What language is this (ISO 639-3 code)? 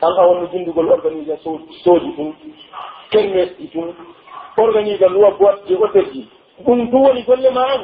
fuf